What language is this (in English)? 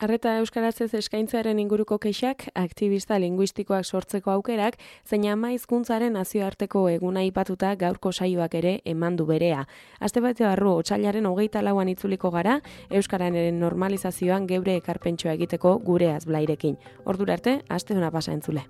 Basque